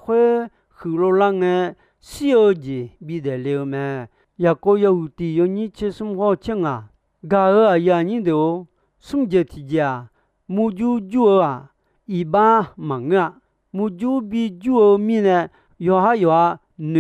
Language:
Akha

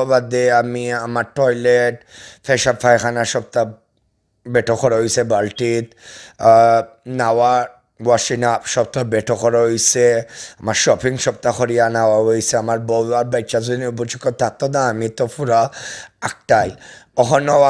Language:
Sylheti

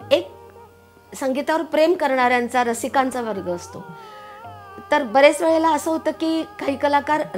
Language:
Marathi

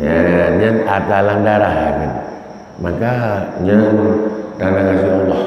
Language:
Achinese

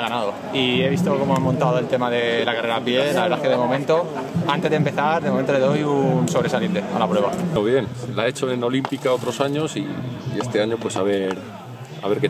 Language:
Spanish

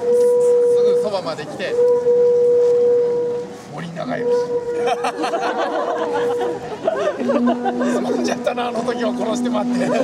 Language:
Japanese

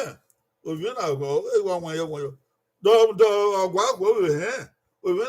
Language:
Bini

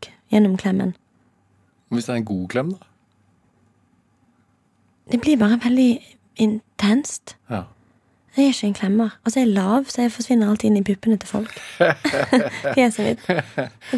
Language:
Norwegian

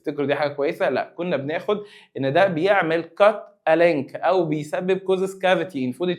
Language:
Egyptian Arabic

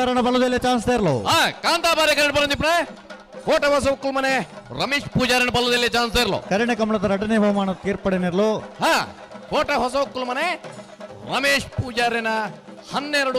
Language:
Tulu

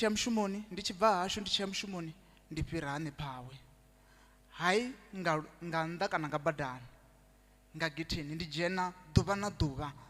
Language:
Venda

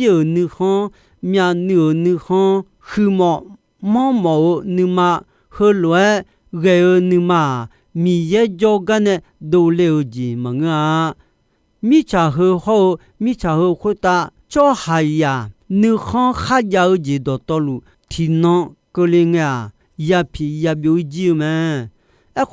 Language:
Akha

